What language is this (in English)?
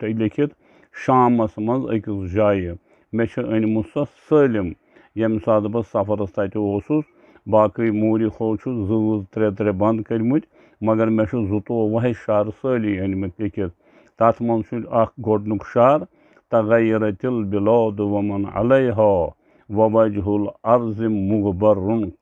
Kashmiri